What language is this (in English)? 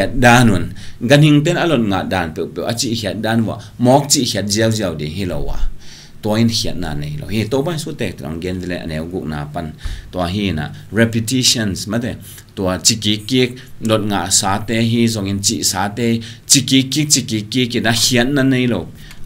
Tedim Chin